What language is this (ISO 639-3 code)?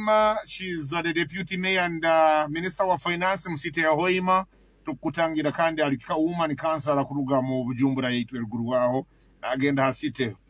nyo